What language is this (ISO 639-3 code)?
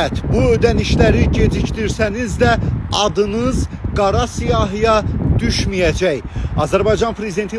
aze